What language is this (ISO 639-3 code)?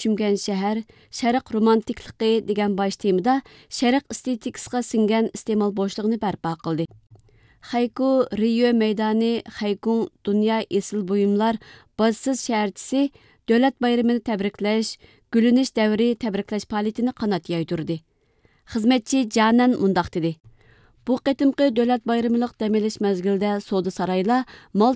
uig